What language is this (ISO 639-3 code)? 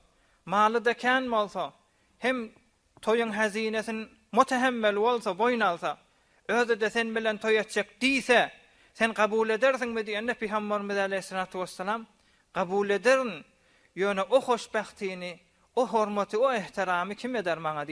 tuk